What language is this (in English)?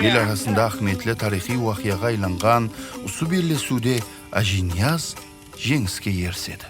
Kara-Kalpak